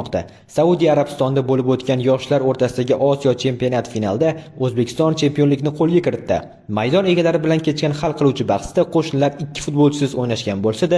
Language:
Uzbek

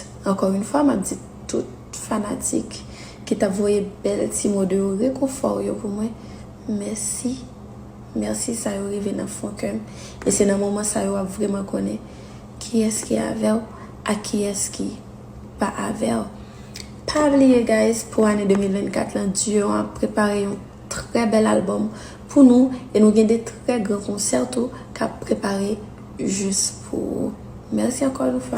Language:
Haitian Creole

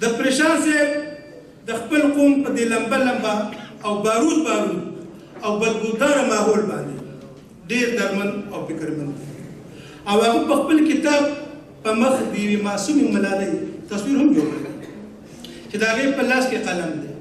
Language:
Pashto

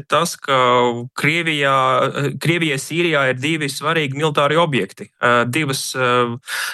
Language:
Latvian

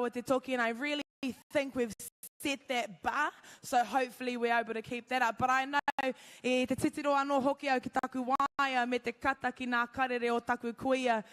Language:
Māori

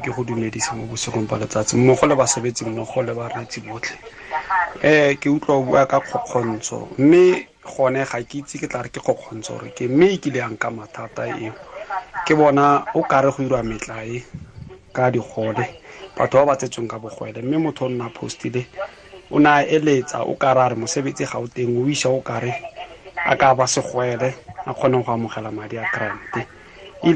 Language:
Tswana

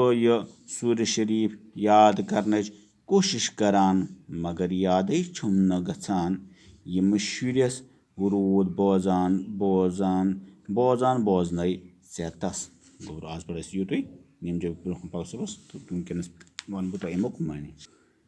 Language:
Kashmiri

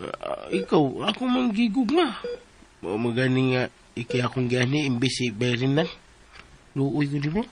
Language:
Cebuano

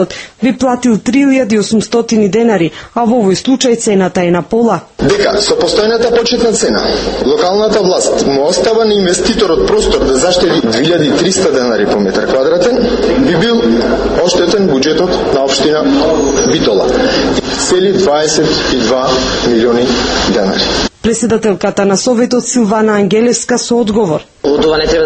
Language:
Macedonian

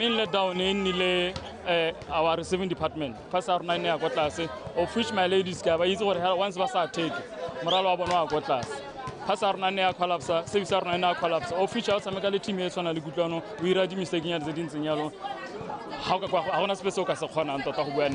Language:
Tswana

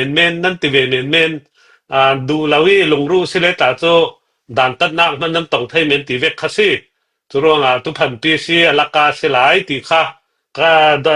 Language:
Falam Chin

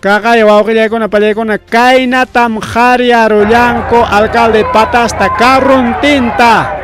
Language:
Ayacucho Quechua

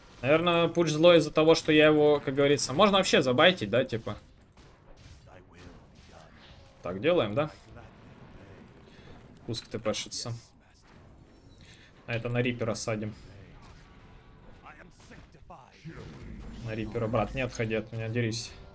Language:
Russian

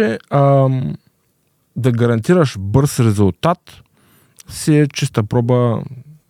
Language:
Bulgarian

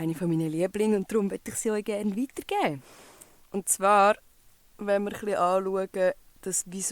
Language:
Swiss German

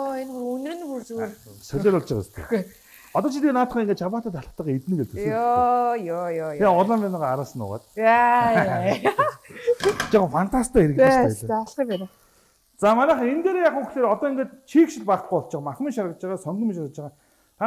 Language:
Mongolian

